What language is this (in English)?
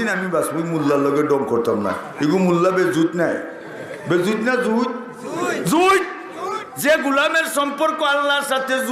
Sylheti